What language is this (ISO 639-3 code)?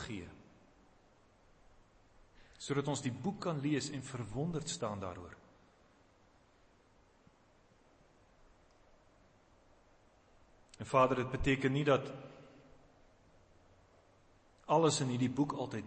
afr